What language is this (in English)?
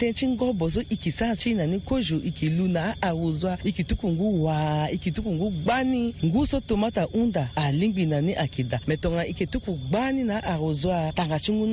Sango